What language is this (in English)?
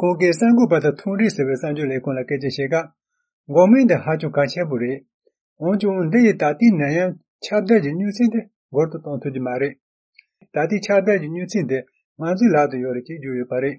Tibetan